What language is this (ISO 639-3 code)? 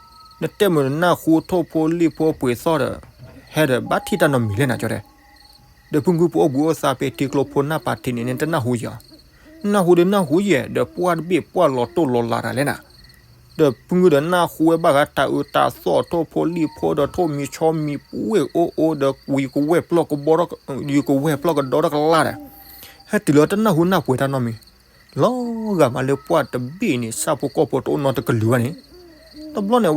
ksw